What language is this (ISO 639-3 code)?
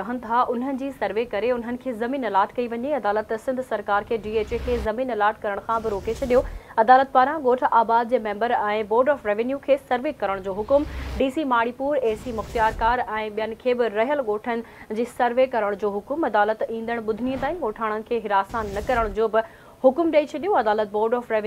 snd